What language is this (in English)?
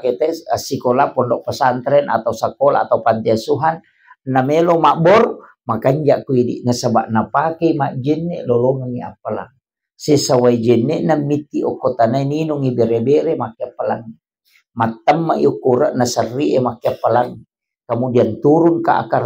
Buginese